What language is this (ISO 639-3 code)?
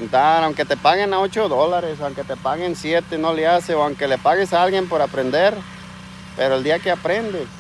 spa